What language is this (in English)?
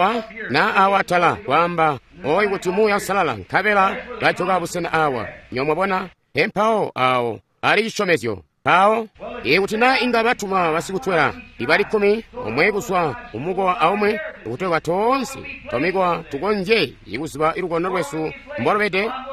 Tonga (Zambia)